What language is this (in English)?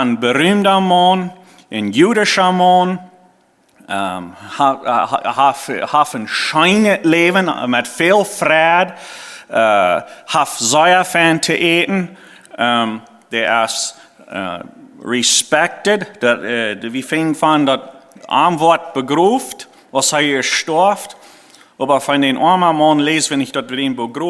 Plautdietsch